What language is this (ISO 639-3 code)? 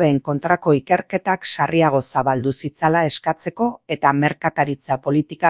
eus